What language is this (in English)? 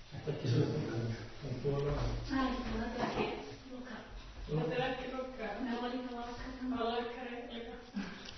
Icelandic